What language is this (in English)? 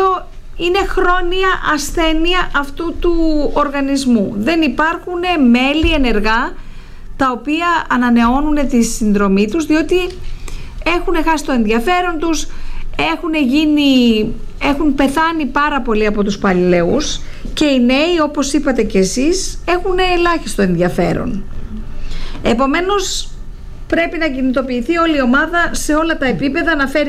Greek